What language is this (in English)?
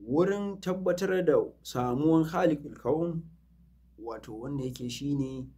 Hausa